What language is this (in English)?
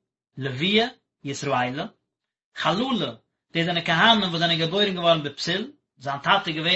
Yiddish